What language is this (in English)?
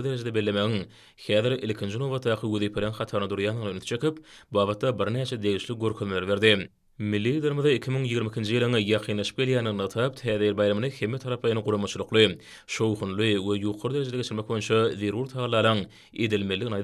Turkmen